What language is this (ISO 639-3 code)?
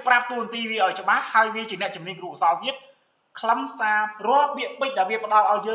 khm